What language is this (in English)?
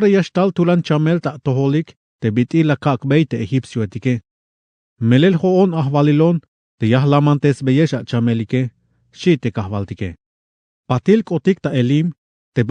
Tzeltal